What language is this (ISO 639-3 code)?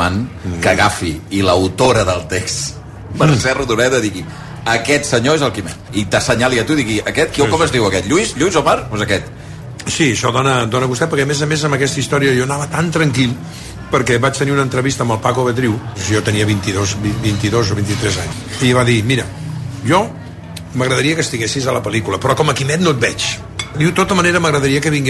cat